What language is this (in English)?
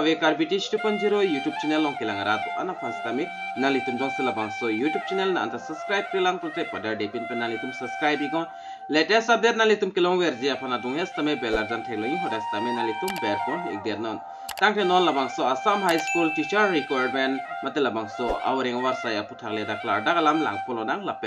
Karbi